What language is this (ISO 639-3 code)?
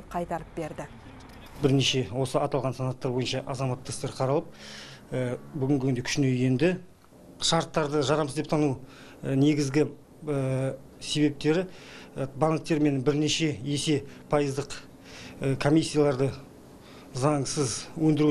kaz